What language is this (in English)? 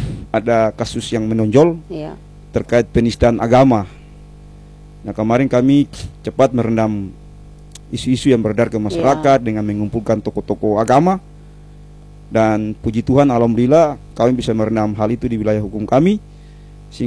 Indonesian